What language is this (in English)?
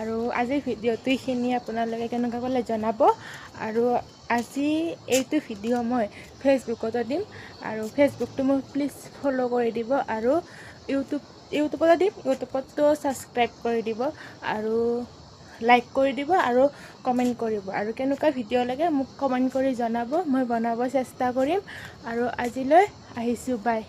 Assamese